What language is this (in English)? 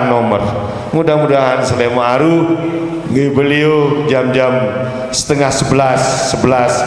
Sasak